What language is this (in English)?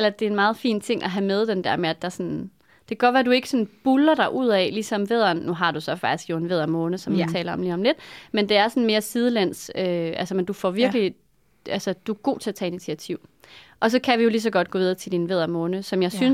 Danish